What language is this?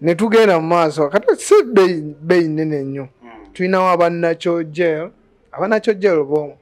Ganda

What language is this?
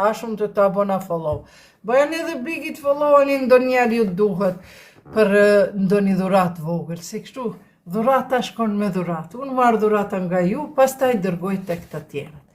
Albanian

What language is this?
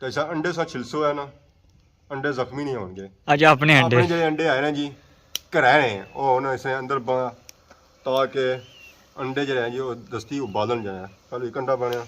Pahari-Potwari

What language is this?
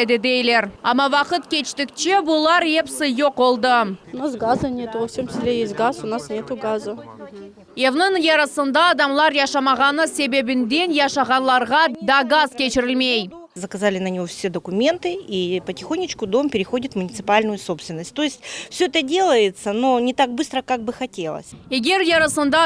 Crimean Tatar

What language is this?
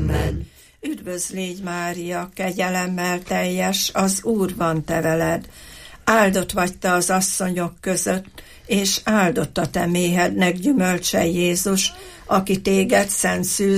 Hungarian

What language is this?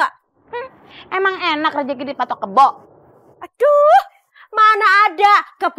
Betawi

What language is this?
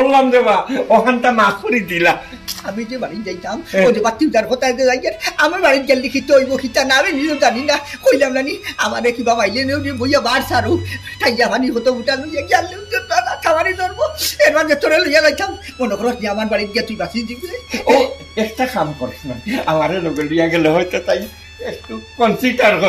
Sylheti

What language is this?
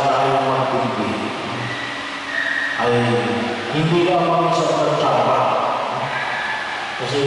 Filipino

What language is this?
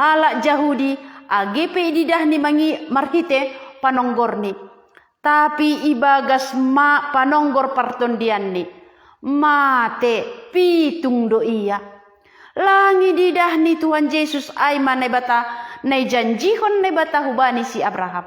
Batak Simalungun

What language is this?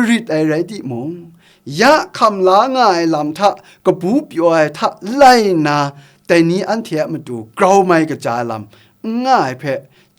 Kachin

